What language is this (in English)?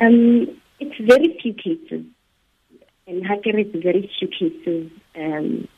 Tswana